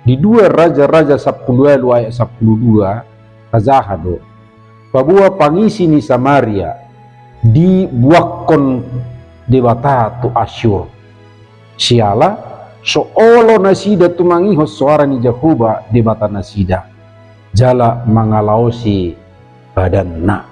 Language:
Batak Toba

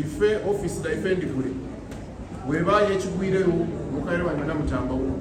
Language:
Soga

